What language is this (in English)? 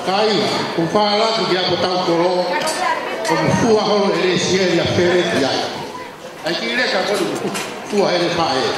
Tongan